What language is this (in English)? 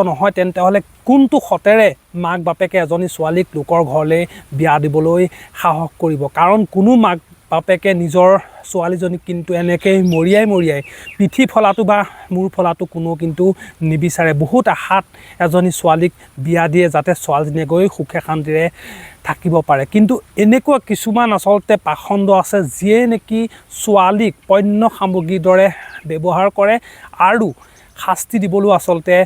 Assamese